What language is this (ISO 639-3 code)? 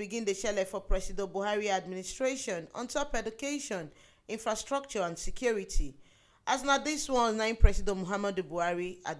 pcm